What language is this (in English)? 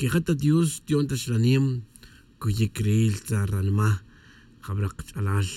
Kaqchikel